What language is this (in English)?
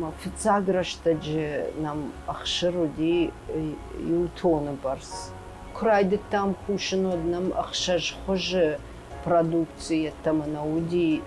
Ossetic